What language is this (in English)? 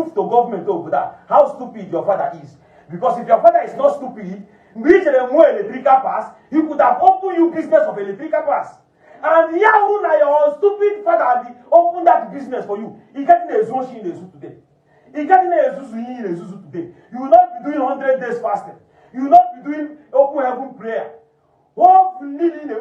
Igbo